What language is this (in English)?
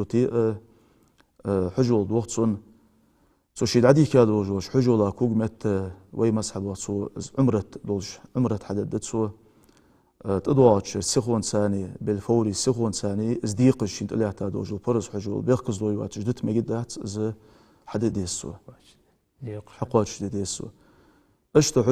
Ingush